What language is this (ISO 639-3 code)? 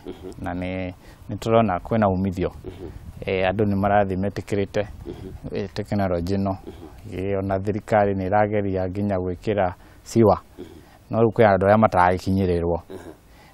kik